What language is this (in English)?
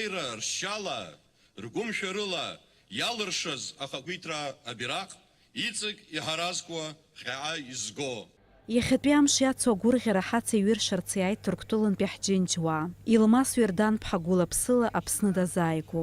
Abkhazian